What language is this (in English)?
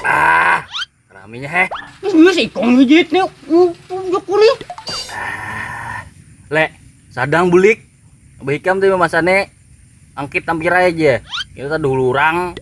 Banjar